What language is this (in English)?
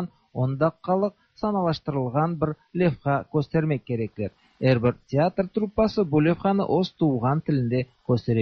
Tatar